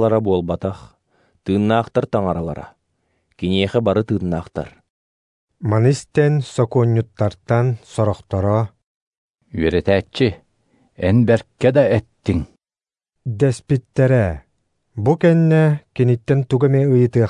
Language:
Yakut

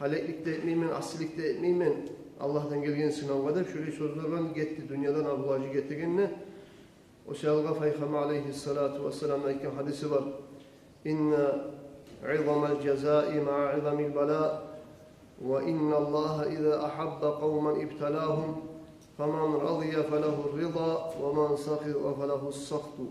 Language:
Kumyk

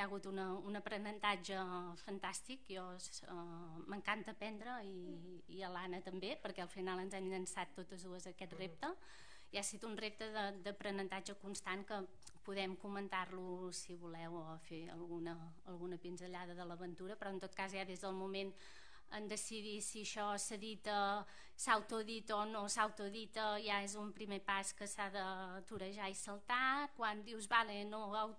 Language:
Catalan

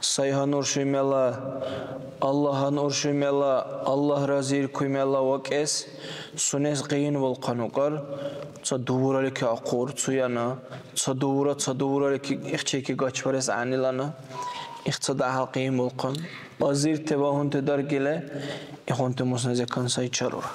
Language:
Dargwa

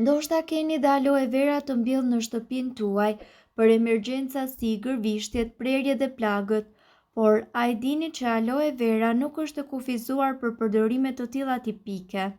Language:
Albanian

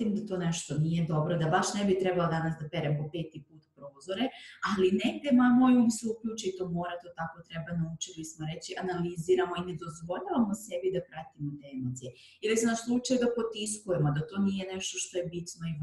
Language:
Croatian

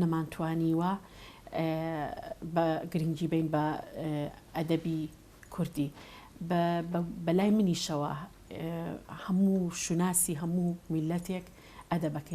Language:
Central Kurdish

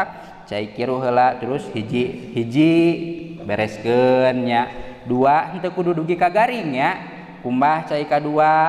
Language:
Sundanese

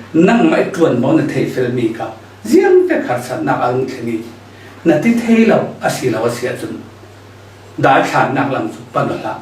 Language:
Falam Chin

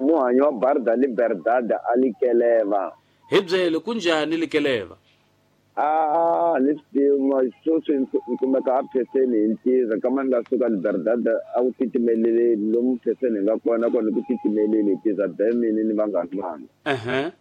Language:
Tsonga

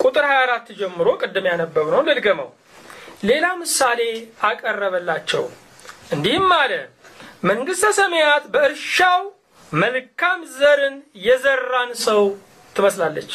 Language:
Amharic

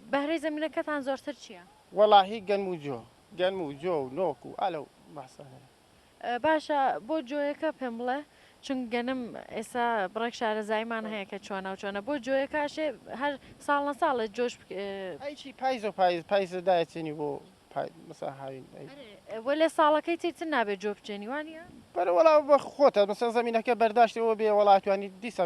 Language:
Central Kurdish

